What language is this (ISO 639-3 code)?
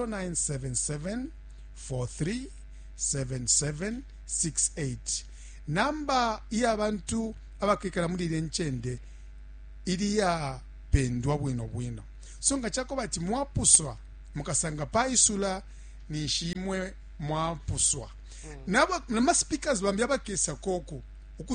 bem